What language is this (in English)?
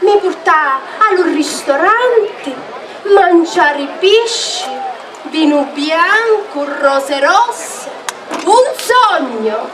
Sicilian